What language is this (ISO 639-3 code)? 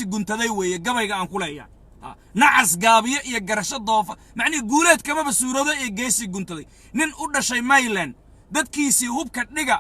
som